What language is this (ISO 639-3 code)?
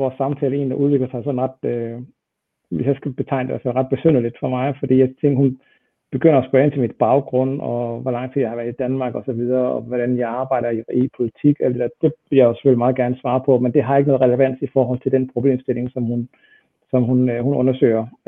dan